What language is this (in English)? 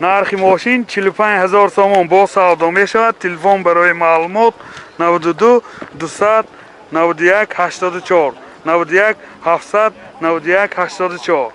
Tajik